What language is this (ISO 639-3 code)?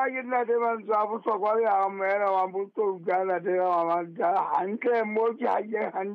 sot